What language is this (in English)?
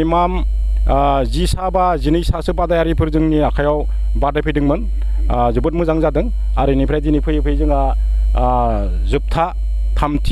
Bodo